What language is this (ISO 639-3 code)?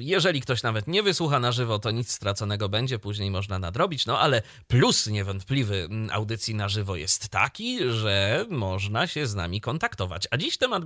pol